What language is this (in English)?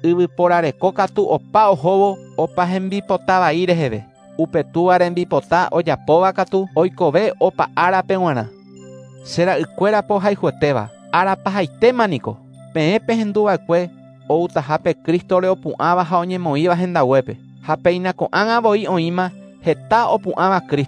Guarani